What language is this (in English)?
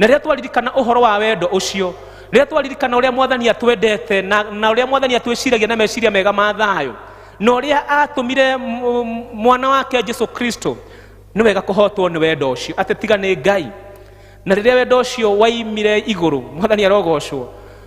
Kikuyu